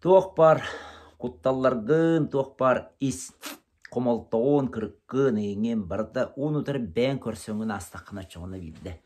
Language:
Yakut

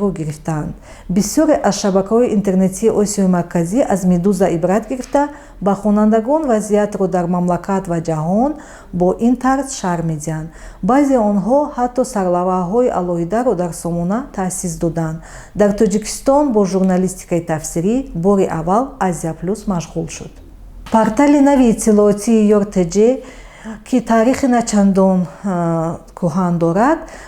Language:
Tajik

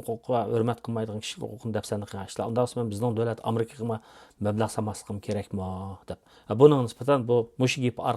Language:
Uyghur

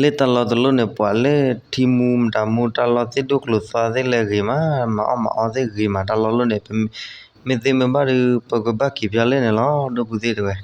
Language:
S'gaw Karen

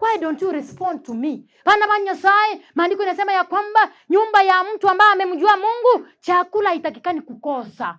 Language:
Gusii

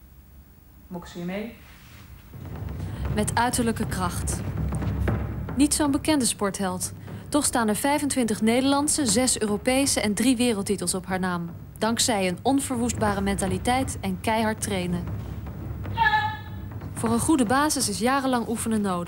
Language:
Dutch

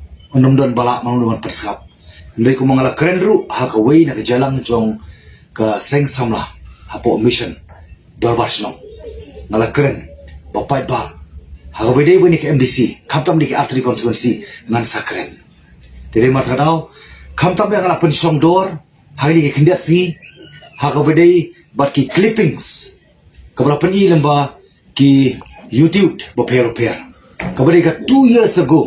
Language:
Khasi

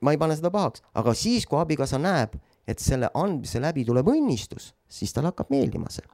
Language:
Estonian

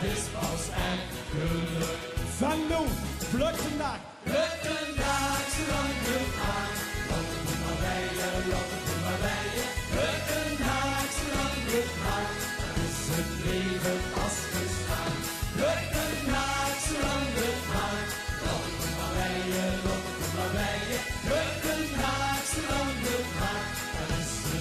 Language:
Limburgish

